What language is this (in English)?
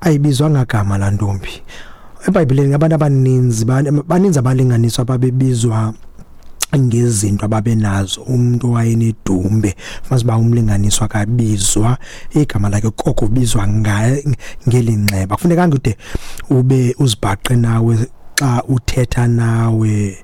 Xhosa